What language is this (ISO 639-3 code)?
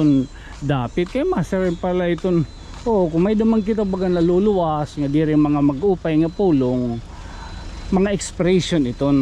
war